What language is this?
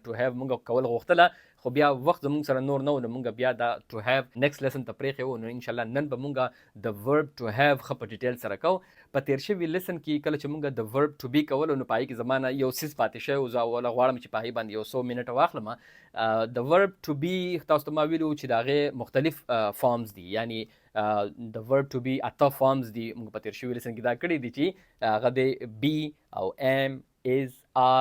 Pashto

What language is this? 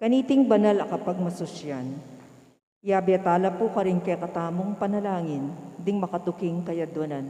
Pampanga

